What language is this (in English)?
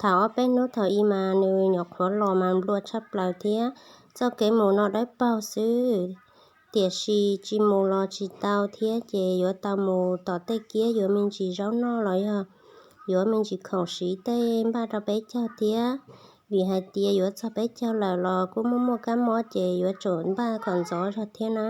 Hmong